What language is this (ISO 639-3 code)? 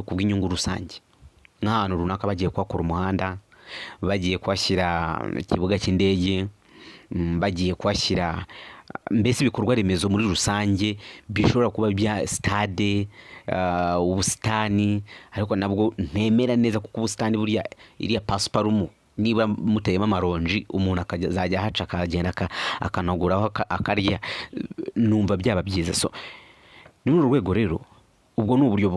kin